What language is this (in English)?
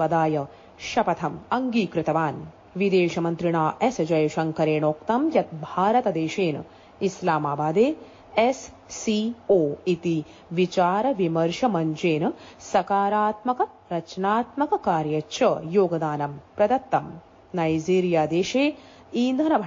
Sanskrit